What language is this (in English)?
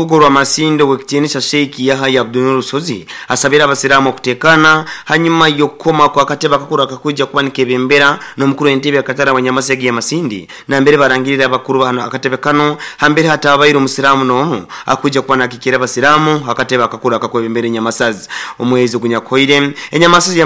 Nyoro